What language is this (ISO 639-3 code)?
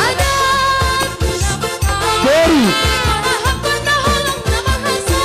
bts